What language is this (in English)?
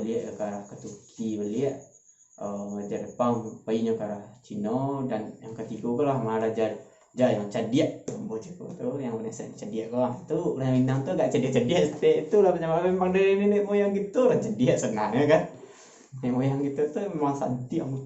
Minangkabau